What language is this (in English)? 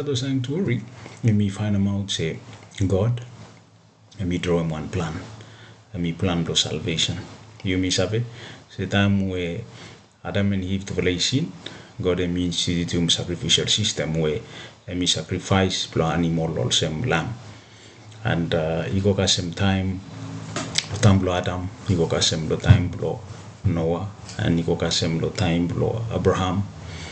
Bislama